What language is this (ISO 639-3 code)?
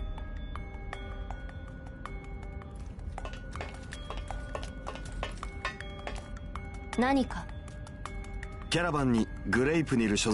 jpn